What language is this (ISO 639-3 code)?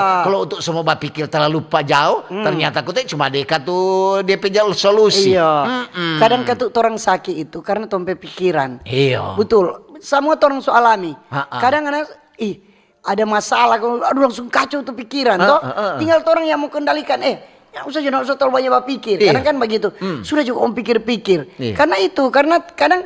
xmm